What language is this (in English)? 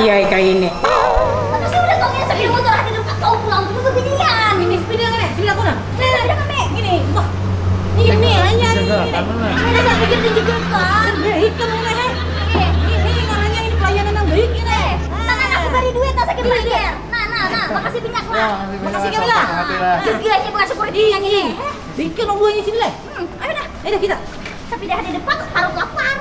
Banjar